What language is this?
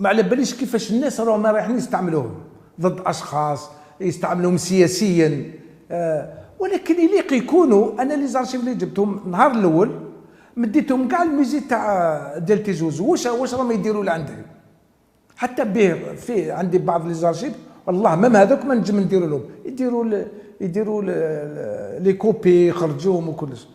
Algerian Arabic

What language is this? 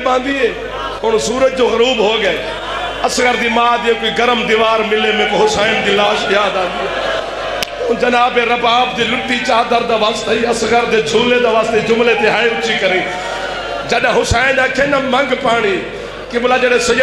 Saraiki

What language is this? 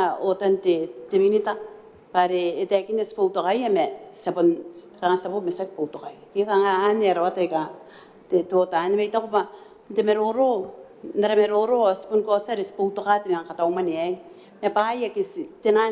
Gilbertese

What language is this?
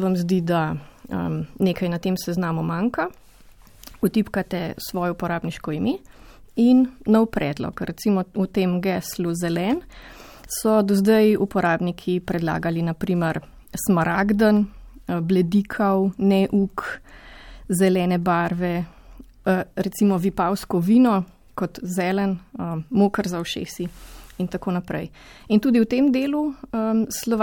Slovenian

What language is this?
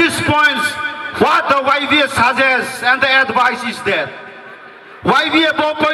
Riang (India)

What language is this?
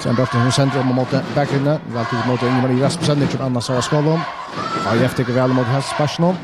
Faroese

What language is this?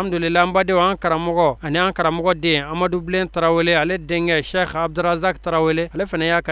Bambara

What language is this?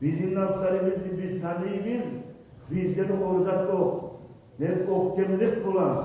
Kumyk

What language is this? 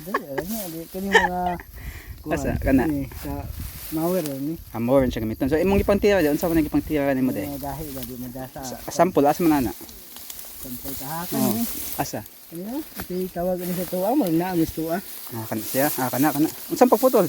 Cebuano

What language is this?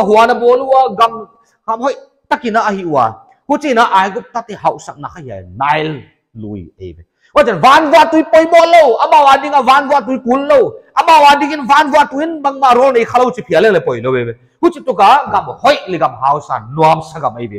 Paite Chin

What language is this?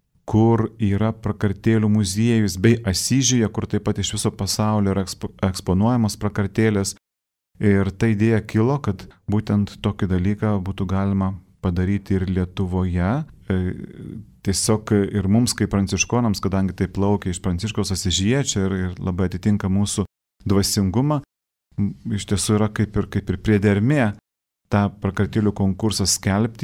Lithuanian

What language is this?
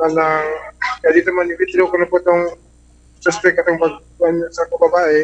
Cebuano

